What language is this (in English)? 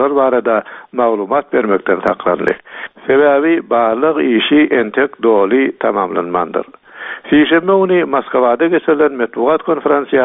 Turkmen